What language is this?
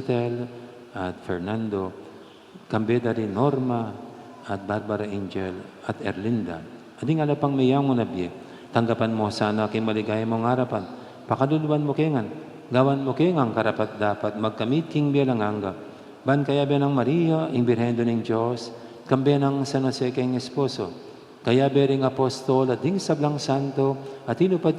Pampanga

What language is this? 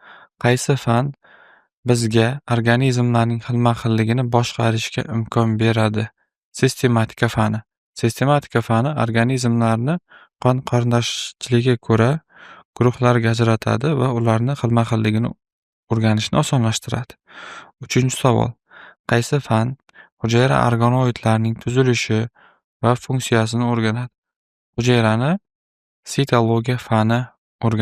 Uzbek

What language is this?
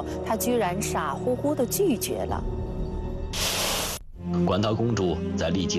Chinese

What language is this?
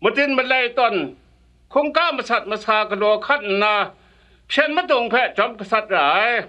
Kachin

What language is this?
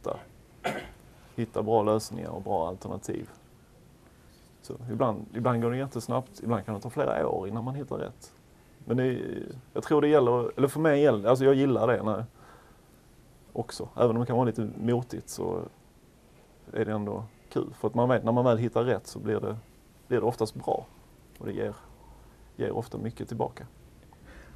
Swedish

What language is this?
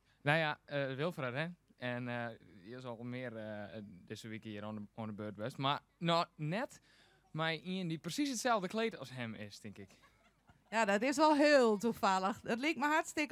Western Frisian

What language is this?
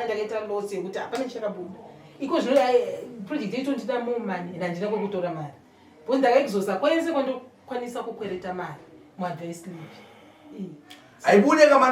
Shona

